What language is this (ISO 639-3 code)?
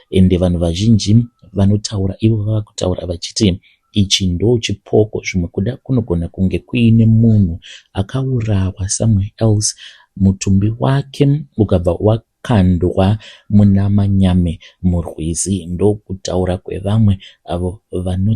sna